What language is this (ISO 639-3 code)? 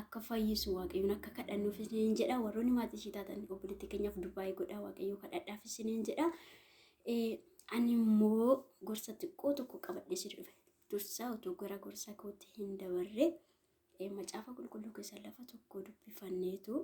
orm